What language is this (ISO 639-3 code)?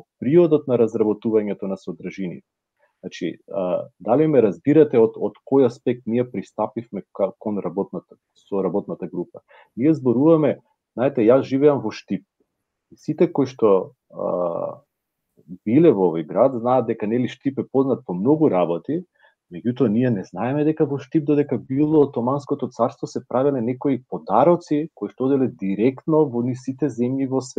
mkd